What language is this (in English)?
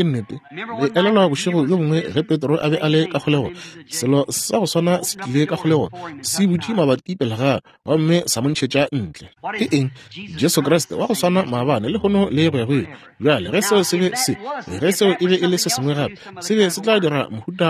Northern Sotho